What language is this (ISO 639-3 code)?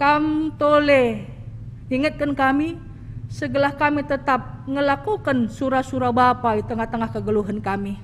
btx